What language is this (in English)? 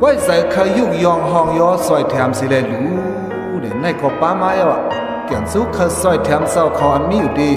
Shan